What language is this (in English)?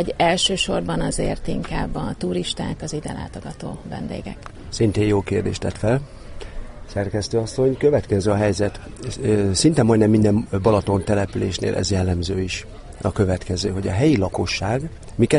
Hungarian